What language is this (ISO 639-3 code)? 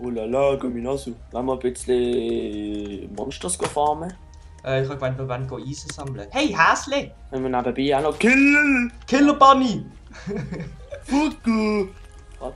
gsw